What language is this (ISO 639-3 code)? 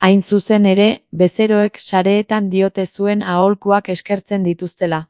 eus